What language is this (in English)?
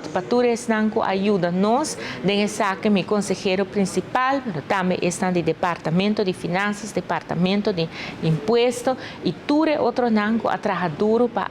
Papiamento